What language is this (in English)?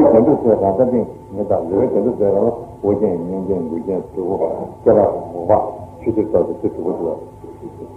Tibetan